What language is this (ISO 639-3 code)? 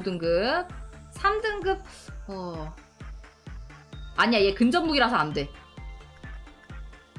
kor